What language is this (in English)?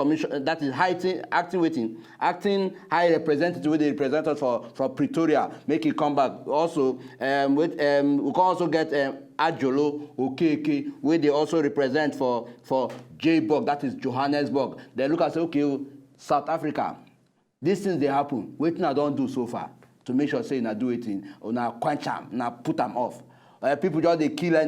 Nigerian Pidgin